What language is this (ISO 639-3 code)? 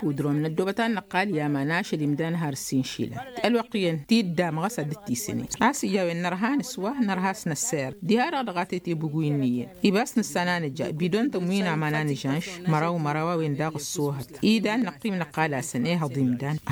taq